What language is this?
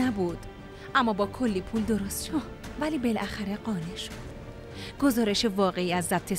Persian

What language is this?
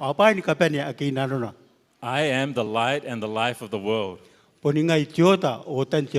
Gilbertese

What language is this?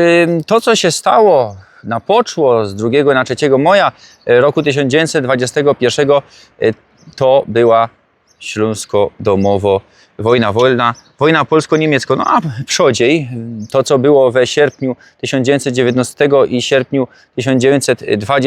Silesian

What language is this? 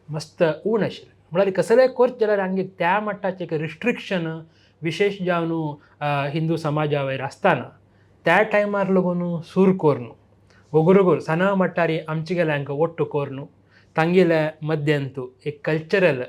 Konkani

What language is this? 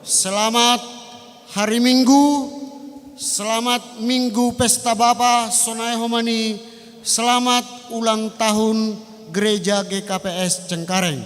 Batak Simalungun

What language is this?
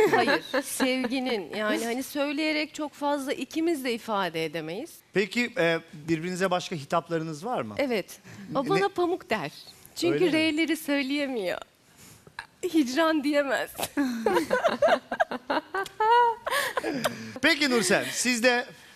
Turkish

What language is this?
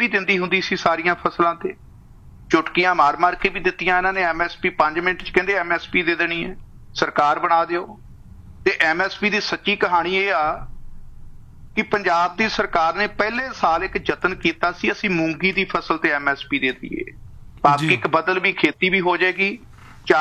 Punjabi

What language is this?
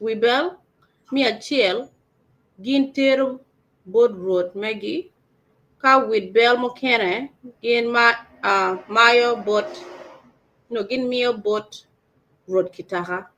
Acoli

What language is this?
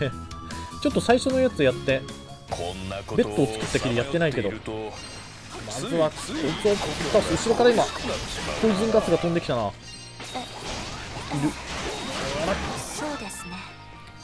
Japanese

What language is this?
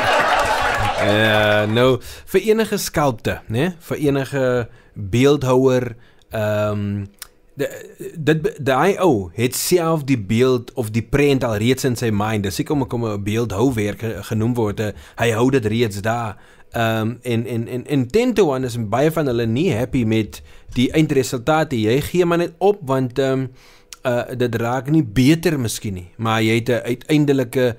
Afrikaans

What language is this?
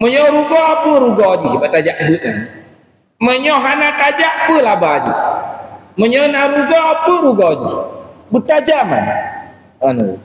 Achinese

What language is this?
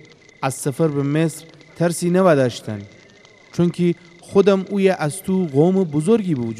Gilaki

